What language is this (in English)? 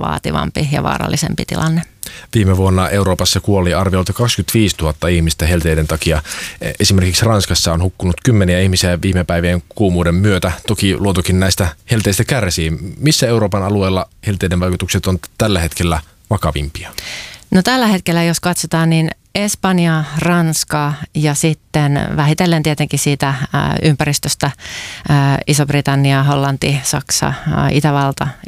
Finnish